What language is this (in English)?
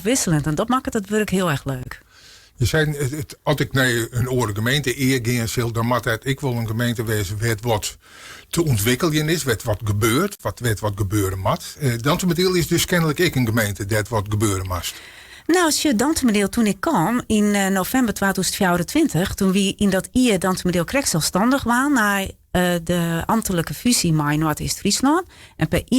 Western Frisian